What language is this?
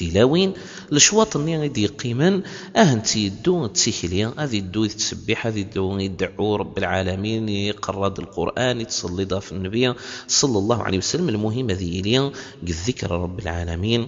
Kabyle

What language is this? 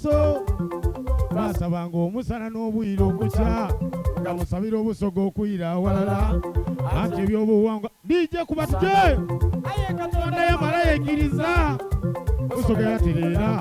Soga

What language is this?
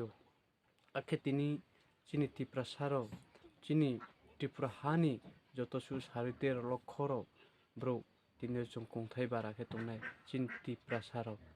Riang (India)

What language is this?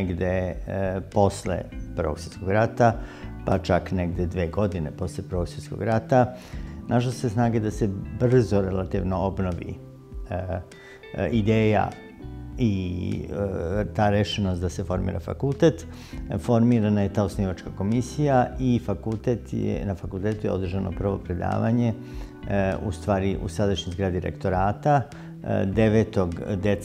Serbian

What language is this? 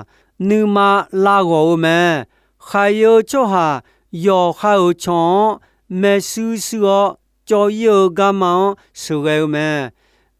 Akha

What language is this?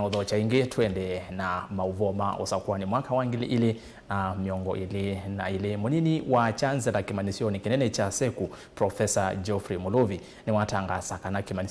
Kamba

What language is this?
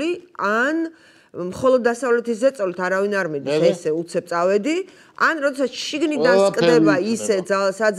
Georgian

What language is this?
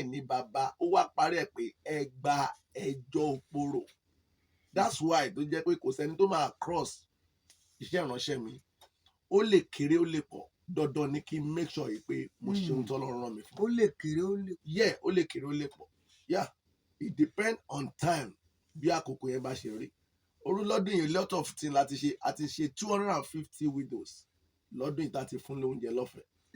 Yoruba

